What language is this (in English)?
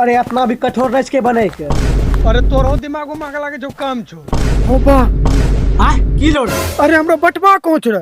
Angika